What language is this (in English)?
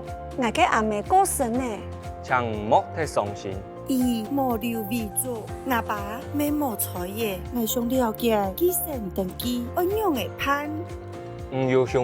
Hakka Chinese